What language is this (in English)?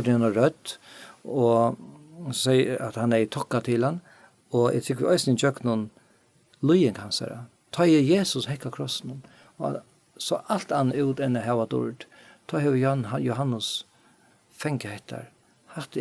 Faroese